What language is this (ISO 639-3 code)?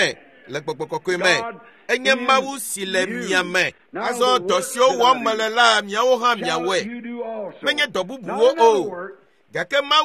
ewe